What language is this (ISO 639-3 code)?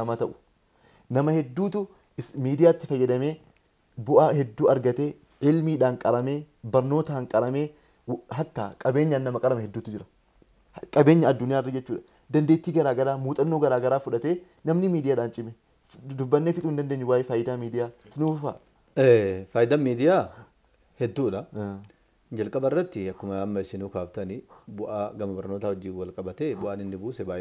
orm